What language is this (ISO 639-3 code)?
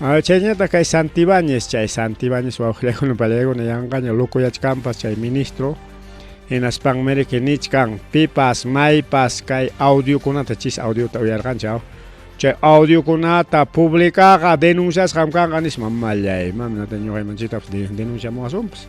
quy